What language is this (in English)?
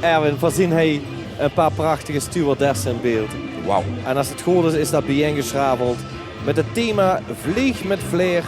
Limburgish